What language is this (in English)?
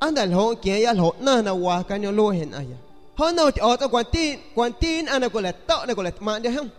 San Pedro Amuzgos Amuzgo